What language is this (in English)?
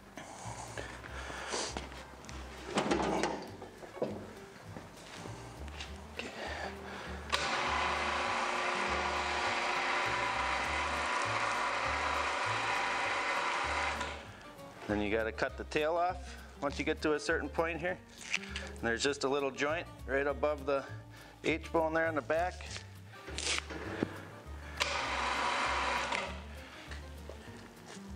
English